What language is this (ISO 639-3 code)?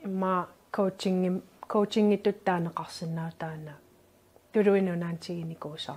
kal